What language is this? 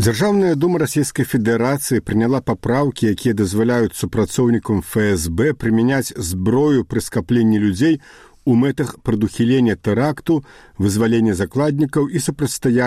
Belarusian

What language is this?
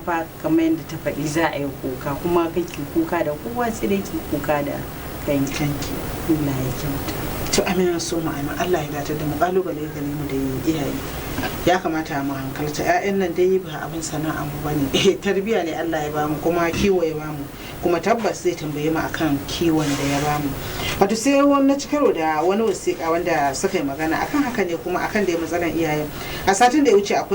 Hausa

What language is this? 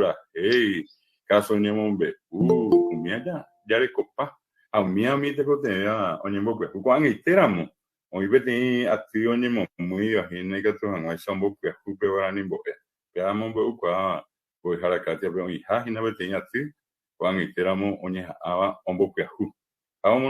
Guarani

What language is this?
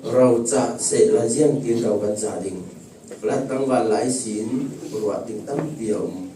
Falam Chin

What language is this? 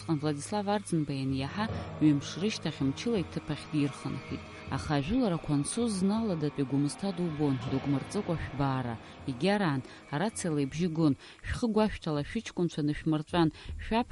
Abkhazian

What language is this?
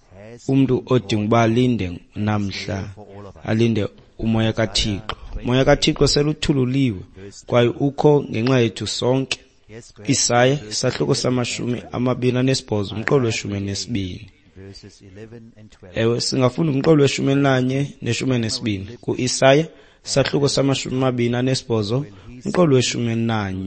Xhosa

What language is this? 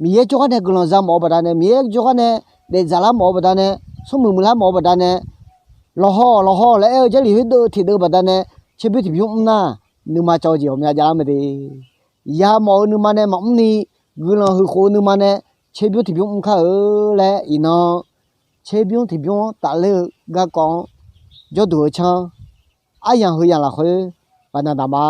Akha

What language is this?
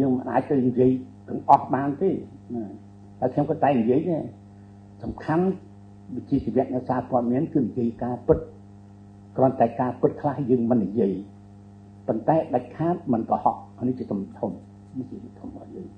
Khmer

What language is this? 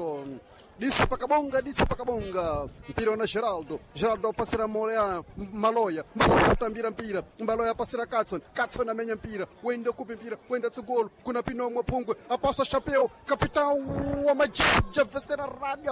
Sena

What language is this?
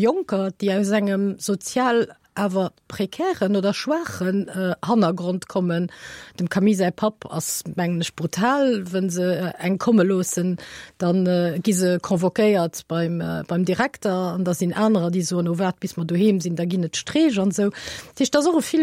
Luxembourgish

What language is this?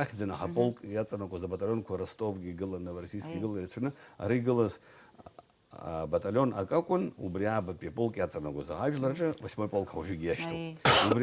Abkhazian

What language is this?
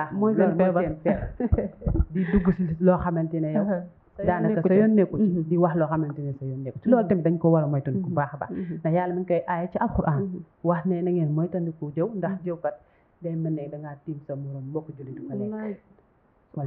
Wolof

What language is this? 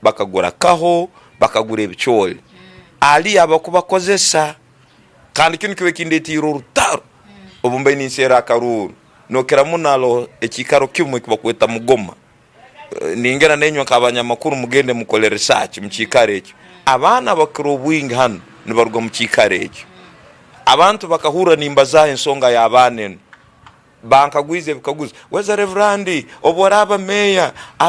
Tooro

